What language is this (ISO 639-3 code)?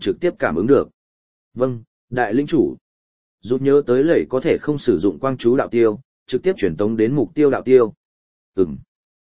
vie